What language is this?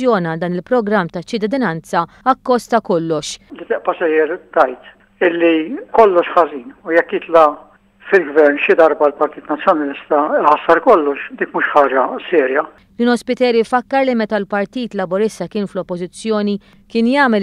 Maltese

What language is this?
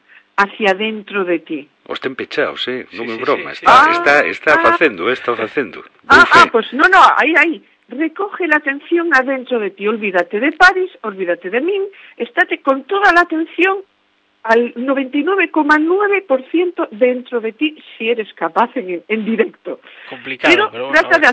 Galician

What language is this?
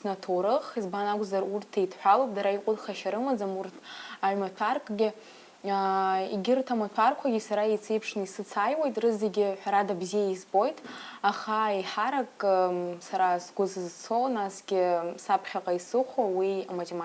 Abkhazian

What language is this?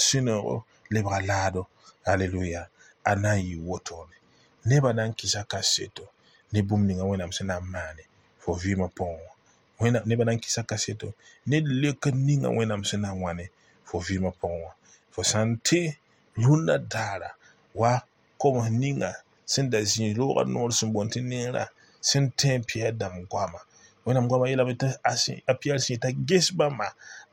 Mossi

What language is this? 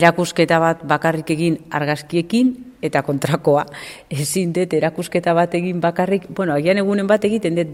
Basque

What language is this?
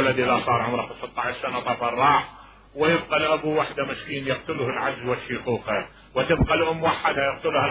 Mesopotamian Arabic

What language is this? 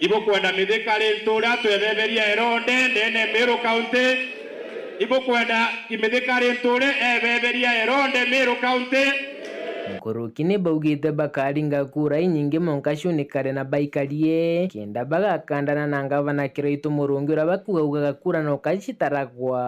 Meru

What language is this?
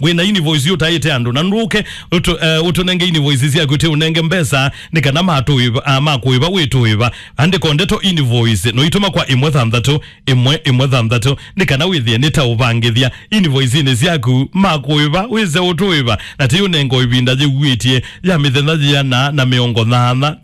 Kamba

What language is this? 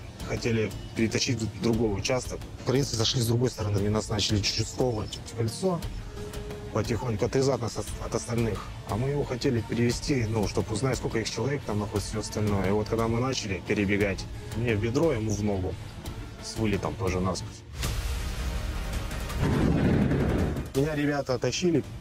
Russian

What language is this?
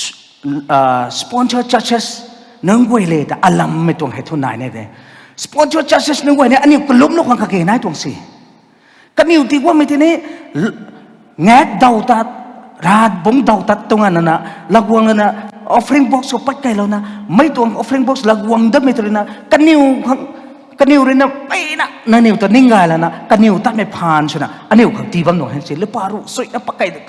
Rongmei Naga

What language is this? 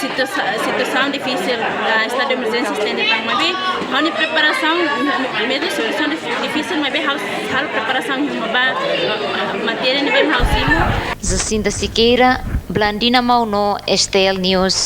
Tetum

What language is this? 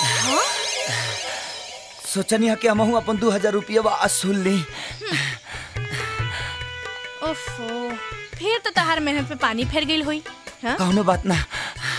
Bhojpuri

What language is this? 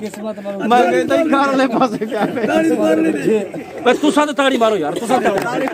Saraiki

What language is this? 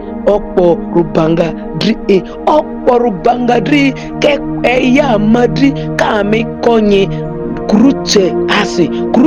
Ma'di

